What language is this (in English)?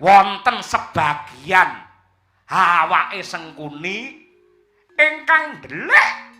Javanese